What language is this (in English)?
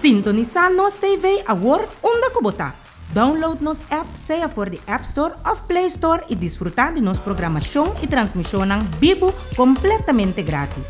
Papiamento